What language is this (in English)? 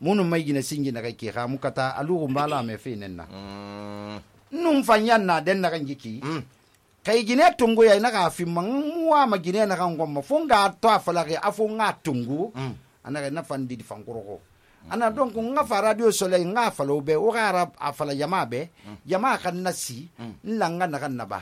Susu